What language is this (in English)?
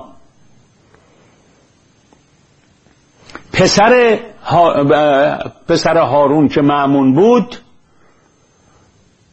Persian